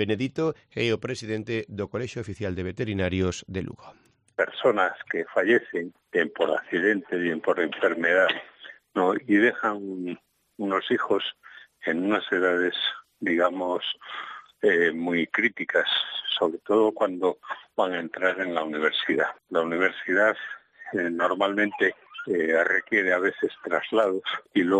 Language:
Galician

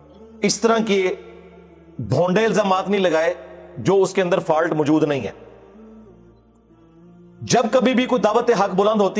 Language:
Urdu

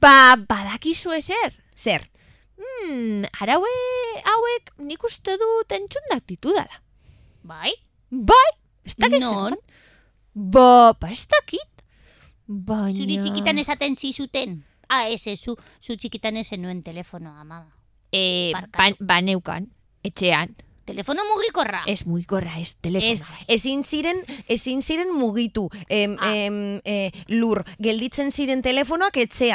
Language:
Basque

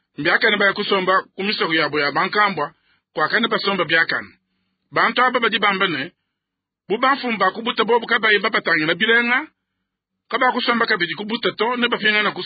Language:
Luba-Lulua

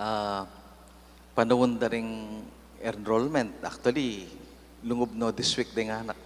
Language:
Pampanga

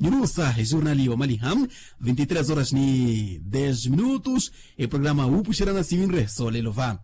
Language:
Makhuwa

